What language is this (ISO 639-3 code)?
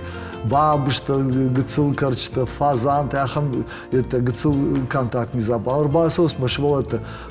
oss